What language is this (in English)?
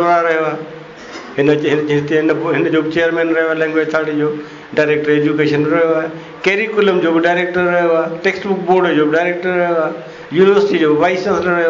Sindhi